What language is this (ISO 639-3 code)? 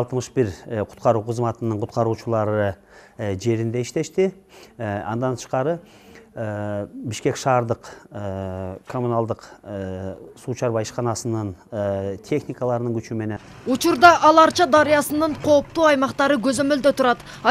kir